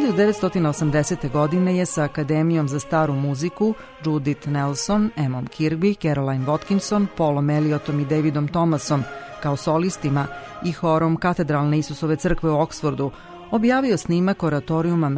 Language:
Serbian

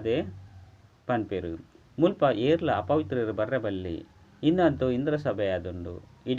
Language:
Tulu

